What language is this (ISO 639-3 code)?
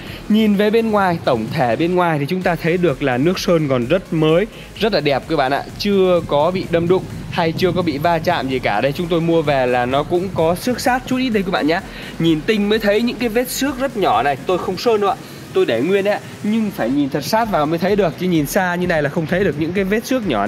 vie